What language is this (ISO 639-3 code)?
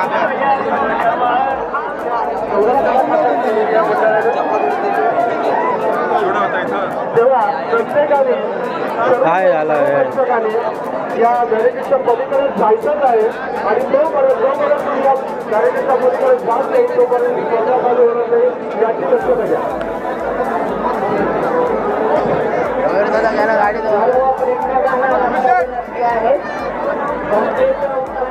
mar